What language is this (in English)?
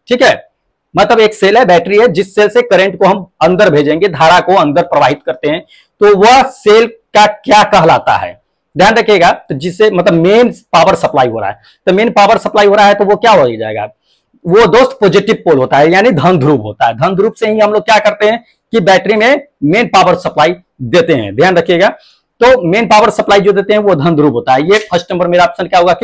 Hindi